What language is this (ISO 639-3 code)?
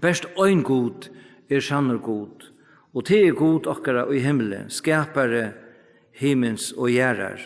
fao